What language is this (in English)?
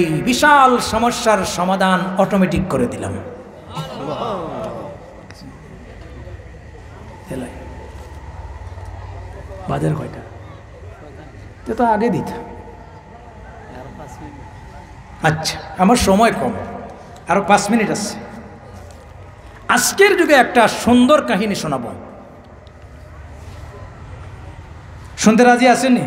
Bangla